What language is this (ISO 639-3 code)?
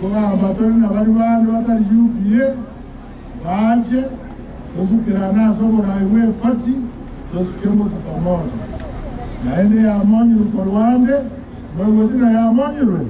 guz